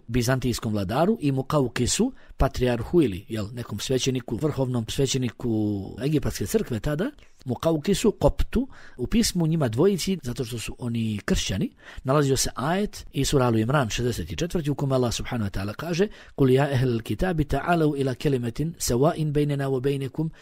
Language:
Bosnian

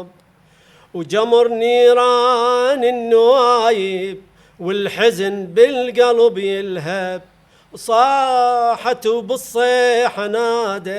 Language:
Mesopotamian Arabic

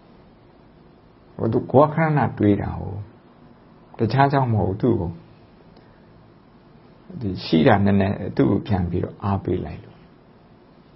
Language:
Burmese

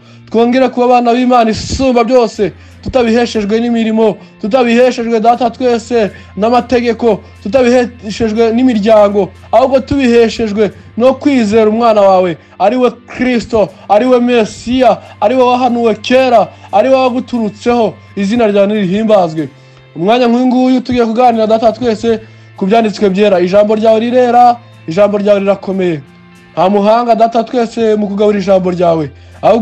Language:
Kinyarwanda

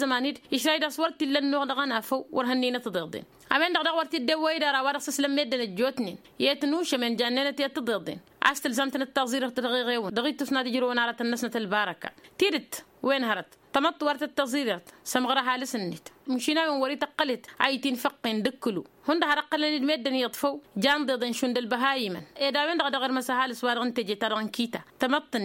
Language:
Tamasheq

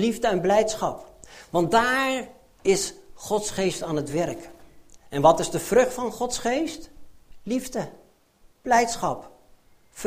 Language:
Dutch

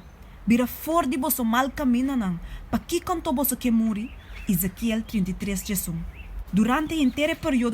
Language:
Papiamento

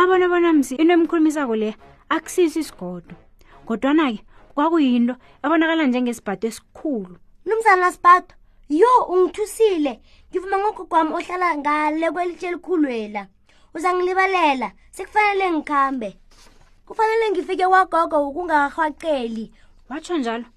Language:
South Ndebele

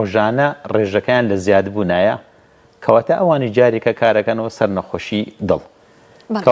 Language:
Central Kurdish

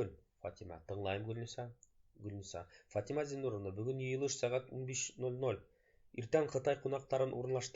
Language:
Bashkir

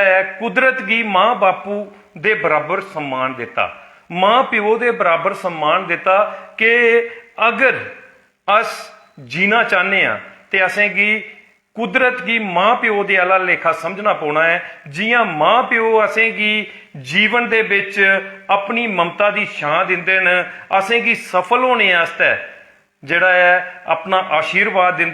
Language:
Dogri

